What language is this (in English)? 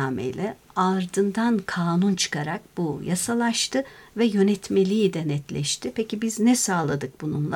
Turkish